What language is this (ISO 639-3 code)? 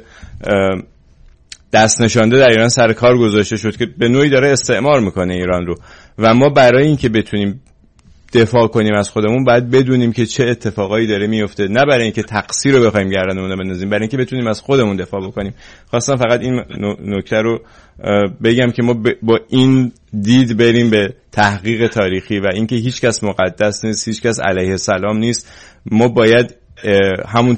fas